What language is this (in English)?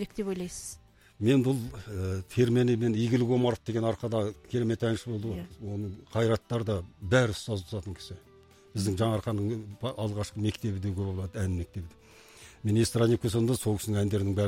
Kazakh